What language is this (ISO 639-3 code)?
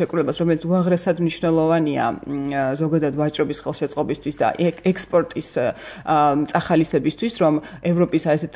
kat